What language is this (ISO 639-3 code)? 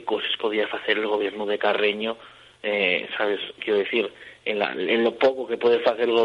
ast